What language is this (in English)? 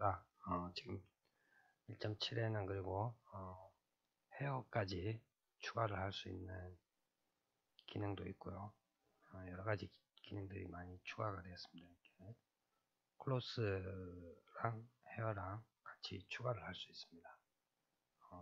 Korean